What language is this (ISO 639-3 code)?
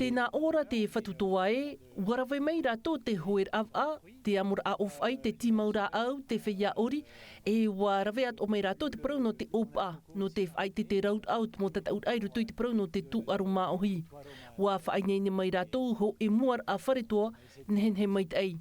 tah